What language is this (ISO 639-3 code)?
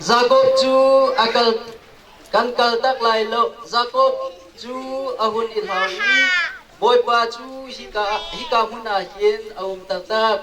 cnh